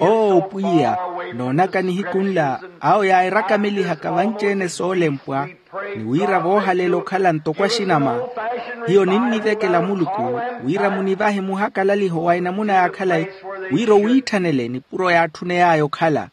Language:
Makhuwa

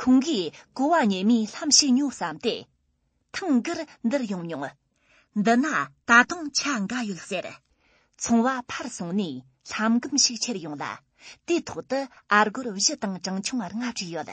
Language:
Tibetan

